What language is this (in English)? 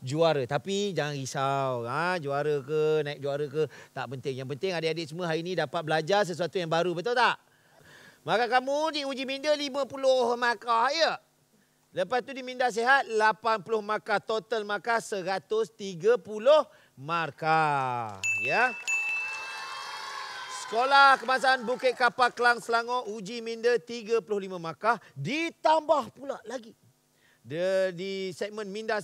Malay